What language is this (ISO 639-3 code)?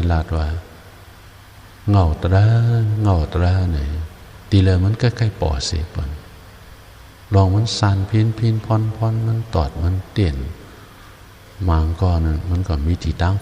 shn